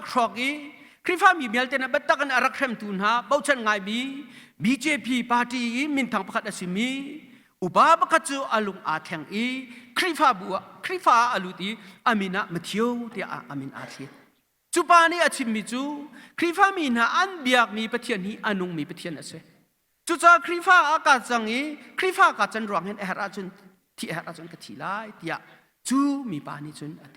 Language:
Hakha Chin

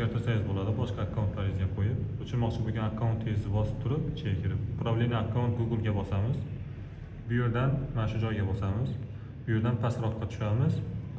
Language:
Uzbek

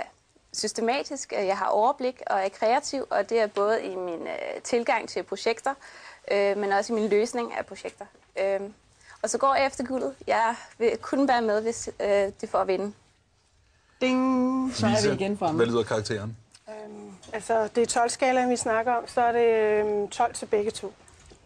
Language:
Danish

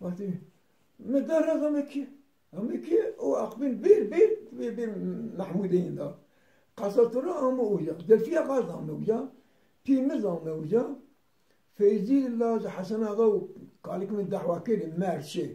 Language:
Zaza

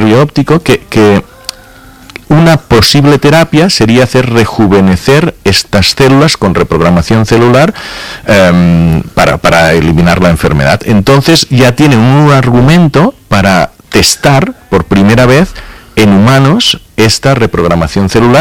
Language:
Spanish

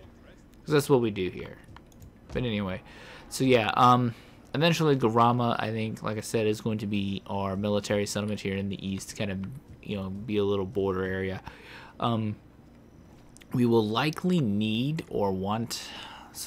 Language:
English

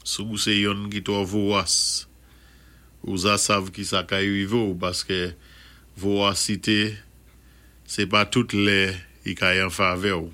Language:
Saint Lucian Creole French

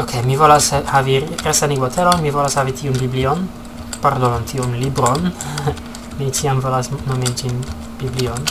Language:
Esperanto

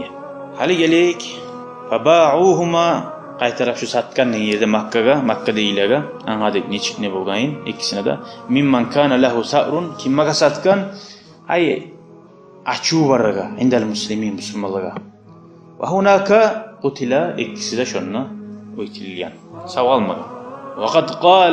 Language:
Kumyk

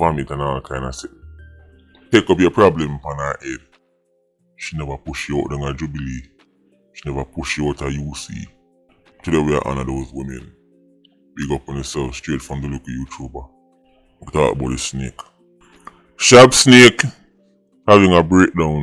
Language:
Jamaican Creole English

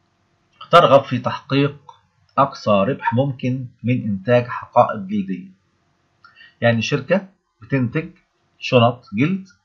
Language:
Egyptian Arabic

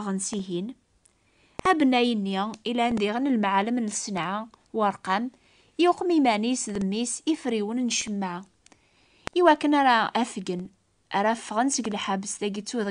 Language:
Kabyle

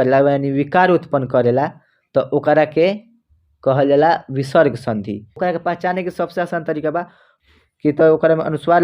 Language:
Bhojpuri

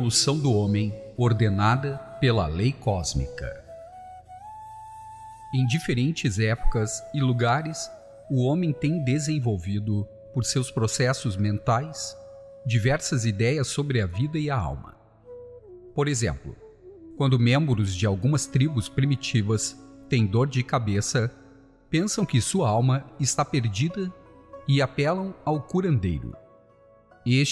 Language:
Portuguese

